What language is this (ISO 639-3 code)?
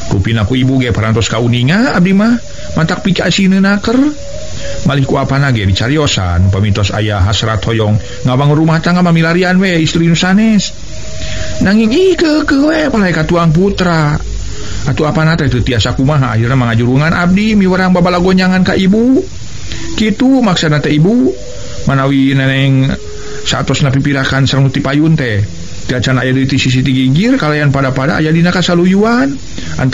sun